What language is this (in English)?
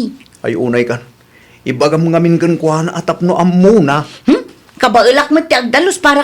Iloko